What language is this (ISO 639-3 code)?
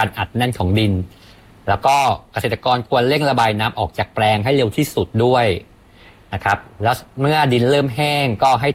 tha